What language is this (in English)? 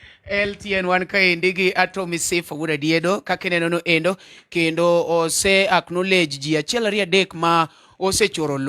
Luo (Kenya and Tanzania)